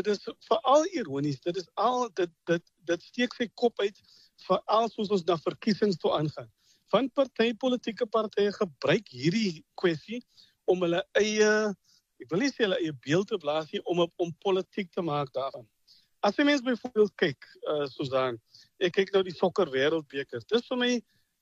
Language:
Afrikaans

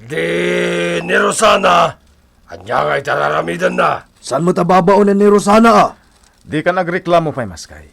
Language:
Iloko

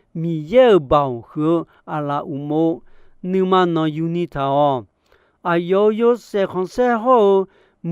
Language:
Akha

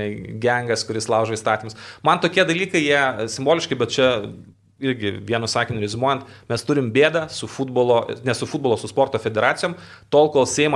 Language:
Lithuanian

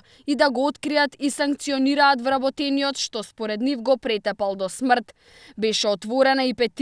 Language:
Macedonian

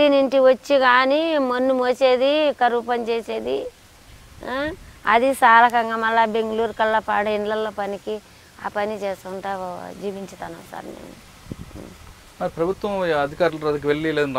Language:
Telugu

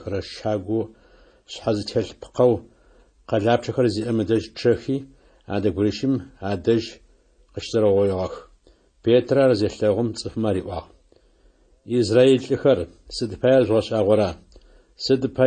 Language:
Adyghe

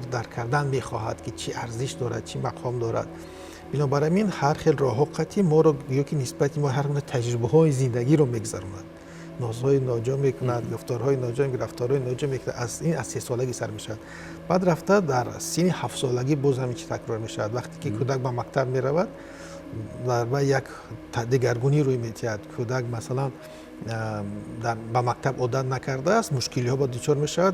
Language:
Tajik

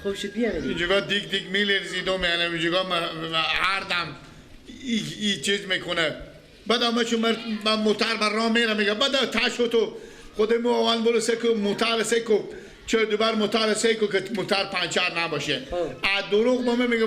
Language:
Persian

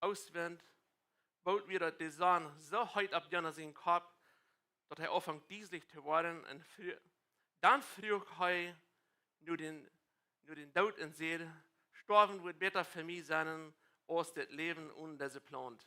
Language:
Plautdietsch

